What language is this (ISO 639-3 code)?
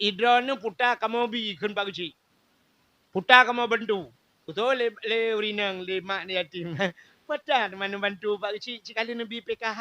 ace